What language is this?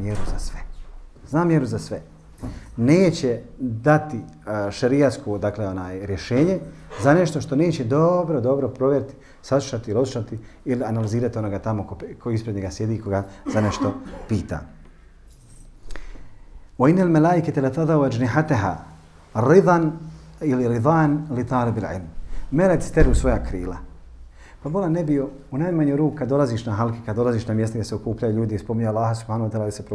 Bosnian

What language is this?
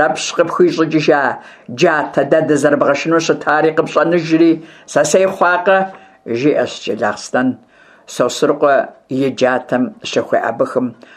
Kabardian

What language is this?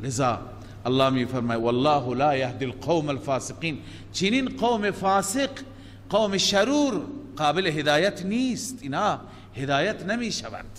Persian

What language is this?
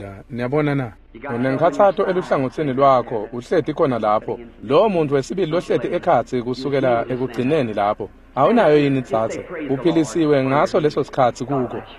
Swati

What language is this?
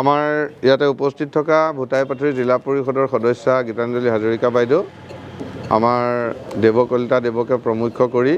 Assamese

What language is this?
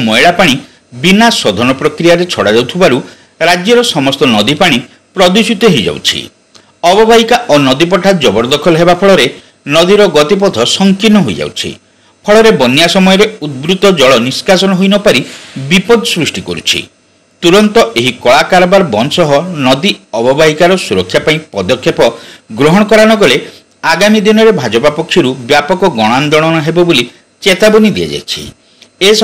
Odia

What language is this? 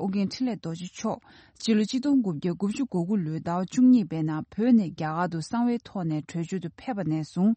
Tibetan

